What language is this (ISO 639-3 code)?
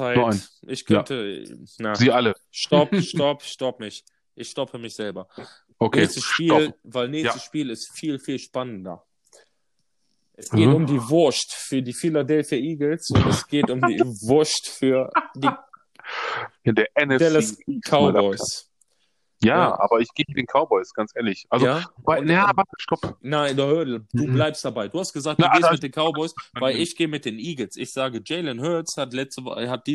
deu